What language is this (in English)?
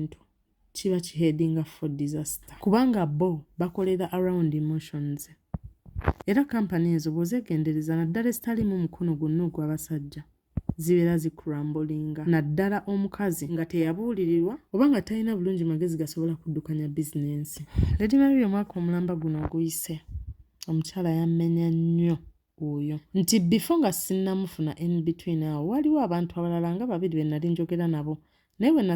Ganda